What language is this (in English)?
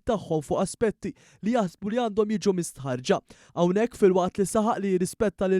Maltese